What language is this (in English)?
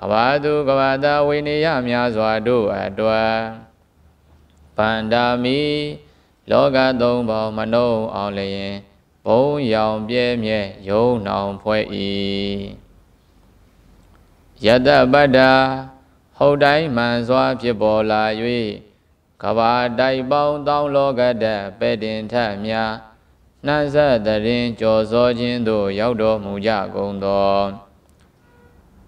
Burmese